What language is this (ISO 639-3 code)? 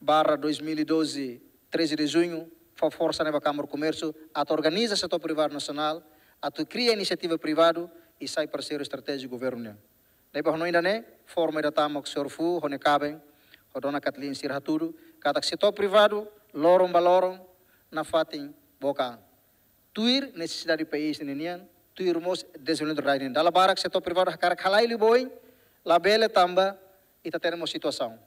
tet